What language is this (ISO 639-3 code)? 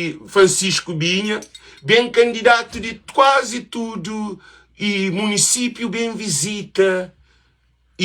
kea